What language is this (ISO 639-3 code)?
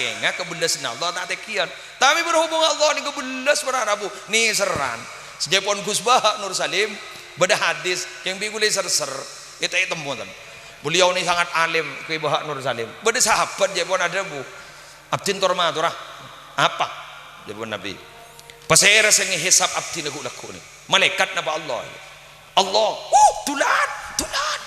mad